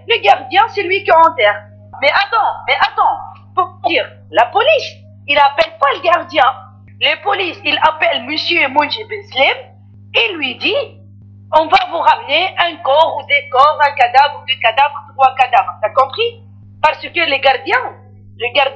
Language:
French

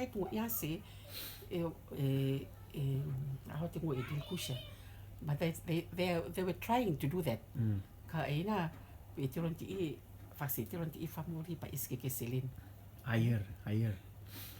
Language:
Rotuman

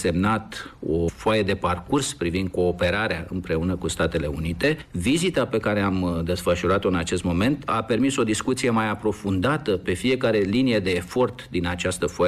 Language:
Romanian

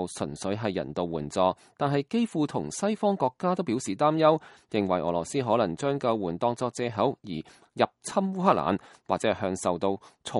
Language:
Cantonese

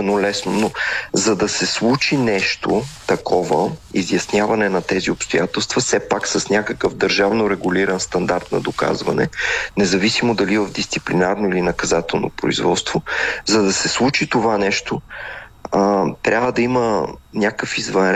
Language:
Bulgarian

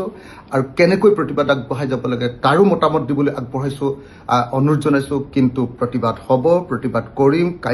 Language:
Assamese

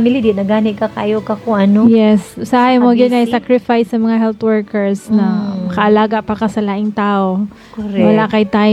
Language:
Cebuano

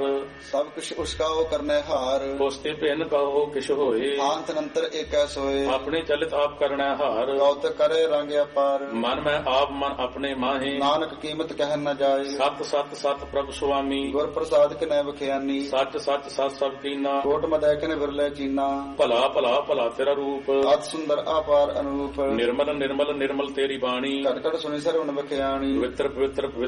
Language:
Punjabi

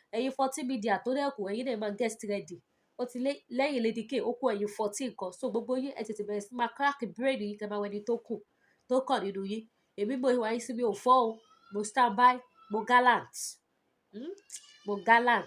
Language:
Yoruba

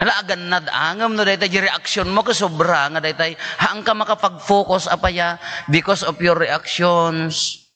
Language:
Iloko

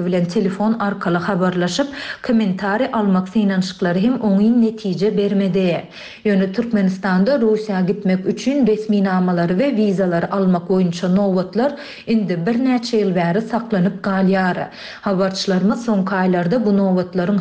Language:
Turkmen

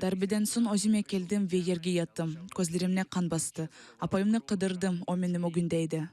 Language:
Crimean Tatar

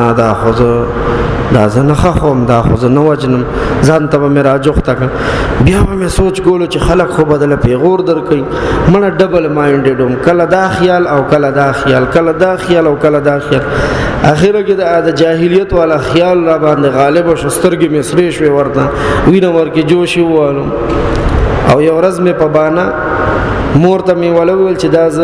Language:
Pashto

